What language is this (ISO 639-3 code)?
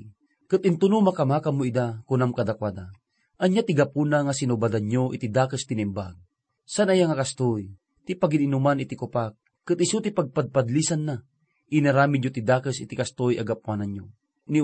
ilo